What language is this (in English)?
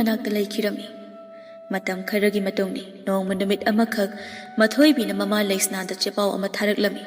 Manipuri